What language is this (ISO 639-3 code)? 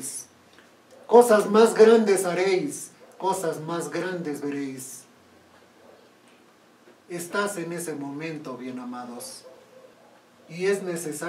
spa